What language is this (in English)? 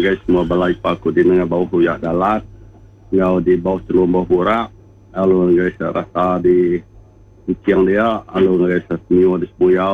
Iban